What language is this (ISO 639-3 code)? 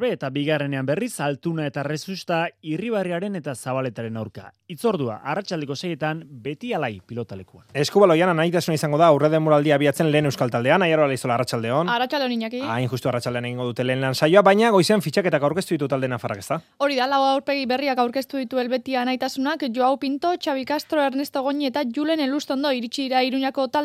eus